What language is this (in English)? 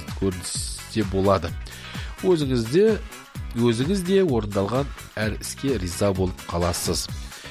Kazakh